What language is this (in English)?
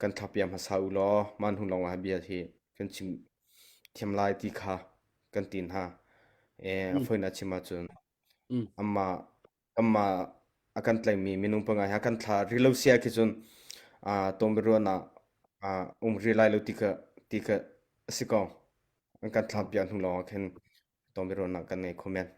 Hakha Chin